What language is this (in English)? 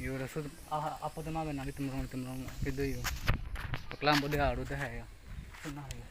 Karbi